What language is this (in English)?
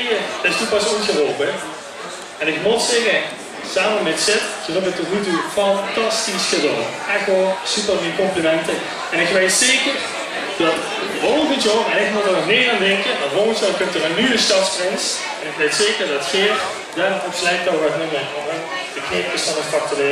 Limburgish